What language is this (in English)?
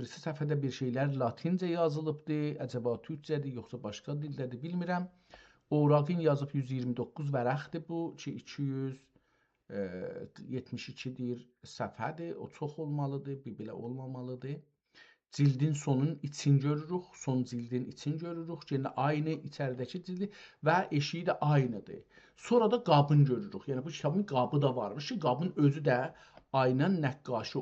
South Azerbaijani